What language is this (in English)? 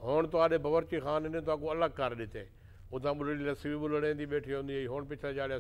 Saraiki